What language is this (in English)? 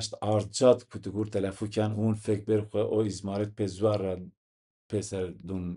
Zaza